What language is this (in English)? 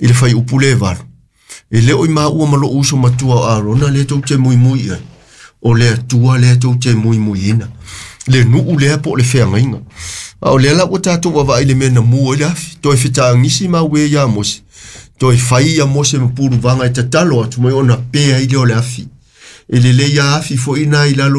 Samoan